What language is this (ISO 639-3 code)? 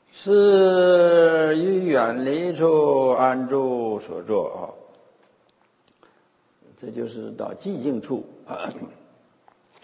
zho